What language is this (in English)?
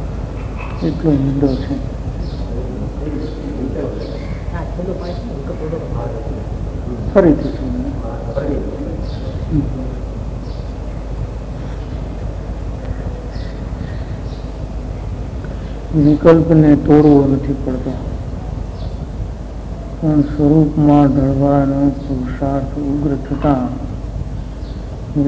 Gujarati